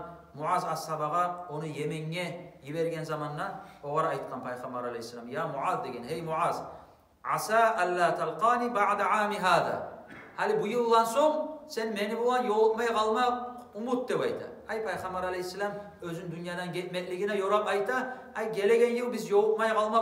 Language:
Kumyk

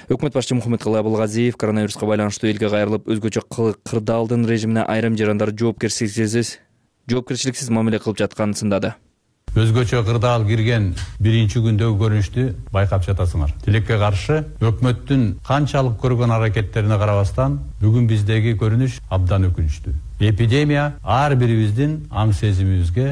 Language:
Kyrgyz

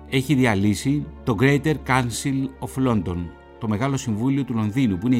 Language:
Greek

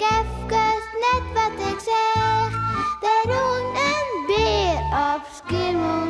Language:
Western Frisian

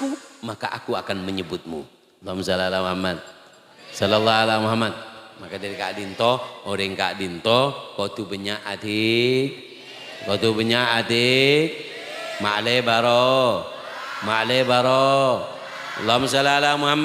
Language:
Madurese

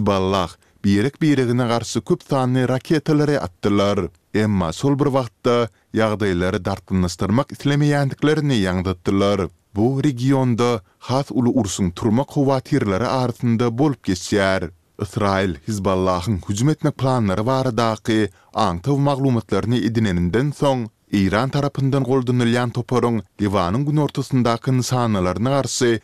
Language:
Turkmen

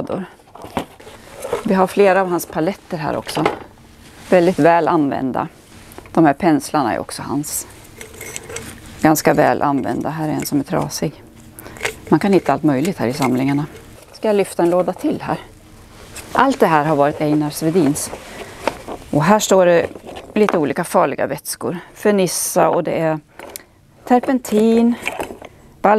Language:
Swedish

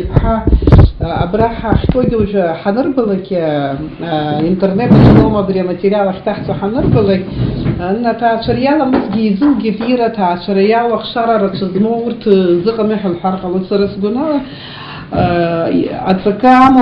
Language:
Abkhazian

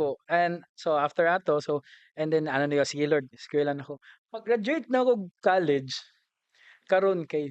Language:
Cebuano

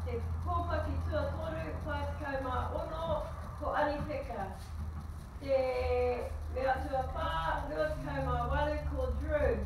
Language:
Māori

